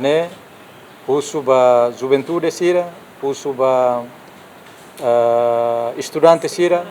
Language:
Tetum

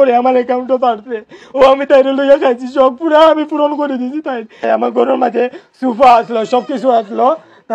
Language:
Sylheti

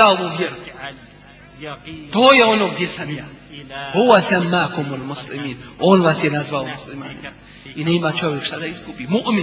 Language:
Bosnian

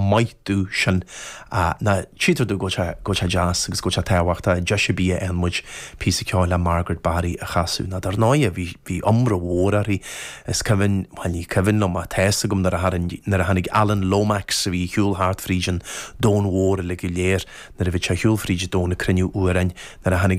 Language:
Irish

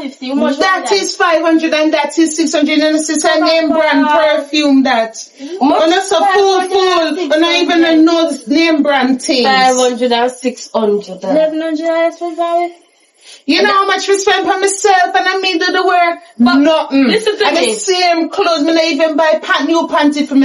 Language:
Jamaican Creole English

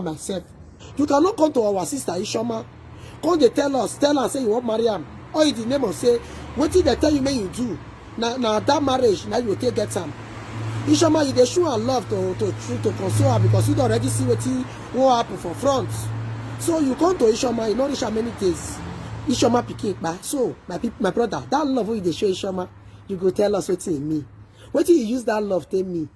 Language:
Nigerian Pidgin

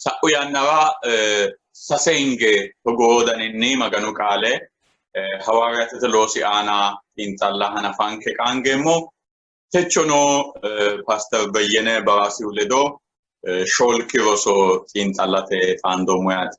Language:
Sidamo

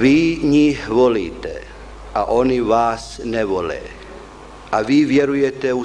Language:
Bosnian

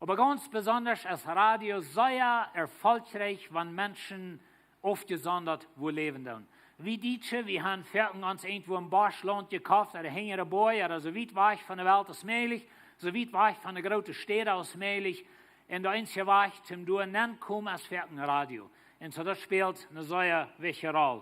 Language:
Plautdietsch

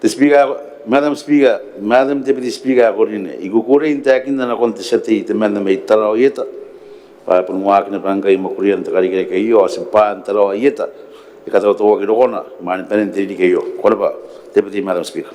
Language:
Gilbertese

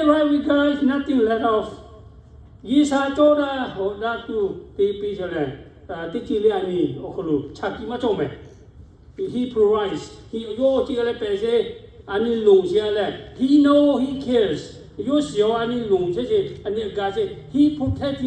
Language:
Lahu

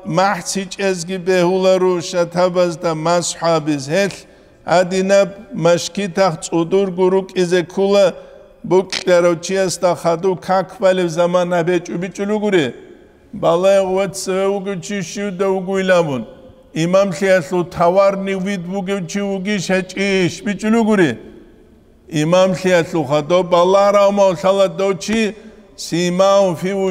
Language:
Avaric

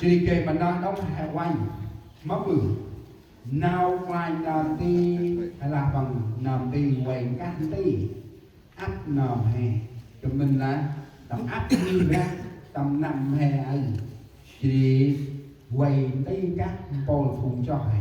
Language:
Central Mnong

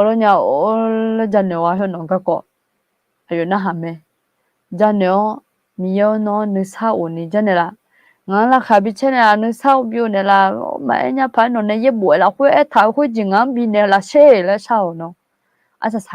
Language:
Akha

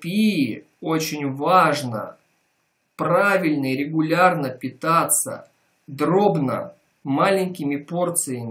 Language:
Russian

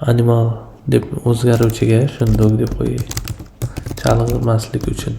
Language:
Uzbek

